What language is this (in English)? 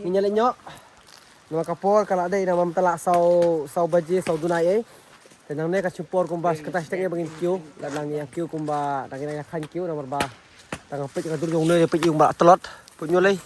Khasi